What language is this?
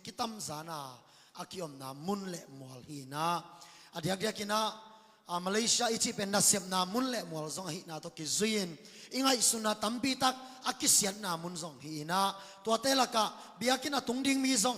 Tedim Chin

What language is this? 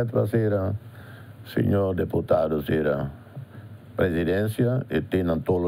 Tetum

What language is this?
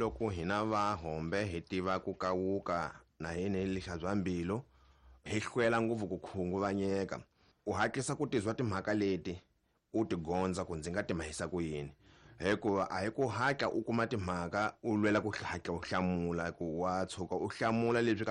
Tsonga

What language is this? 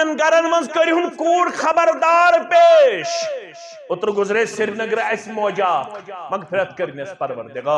Kashmiri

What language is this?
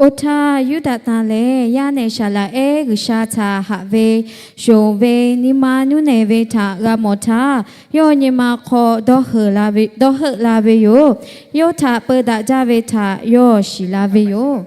Lahu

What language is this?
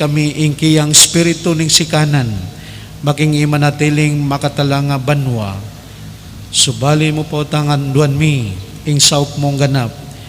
Pampanga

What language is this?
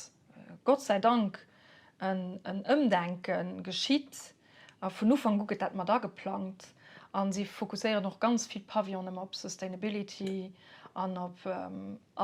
Luxembourgish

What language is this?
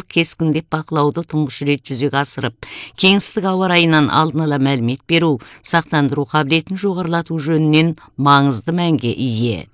Kazakh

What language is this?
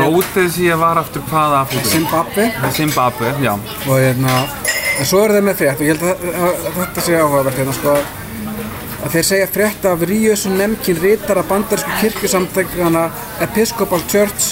Icelandic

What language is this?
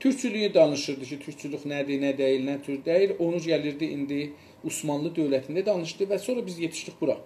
South Azerbaijani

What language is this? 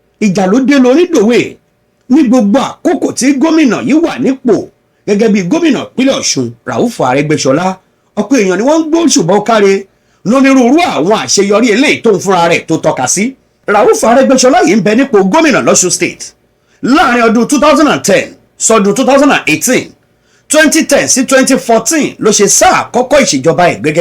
Yoruba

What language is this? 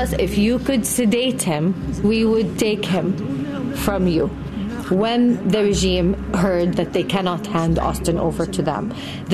English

